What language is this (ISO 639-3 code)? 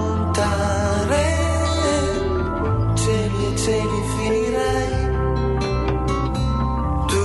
ita